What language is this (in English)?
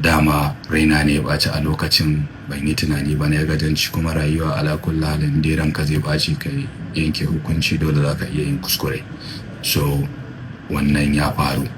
Hausa